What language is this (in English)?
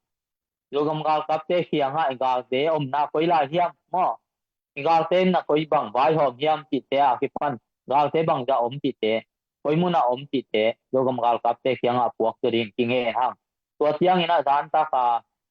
Tedim Chin